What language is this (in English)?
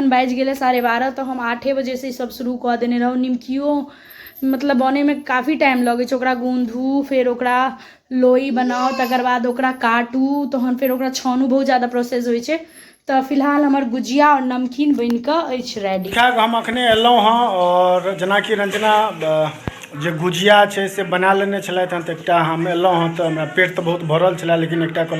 Maithili